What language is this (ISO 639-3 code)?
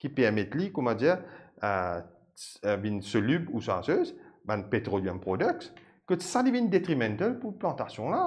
mfe